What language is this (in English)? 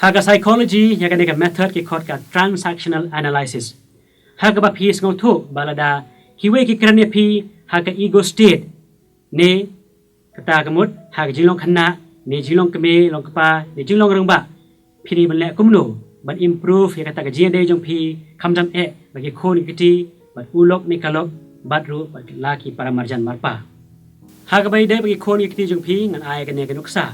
Khasi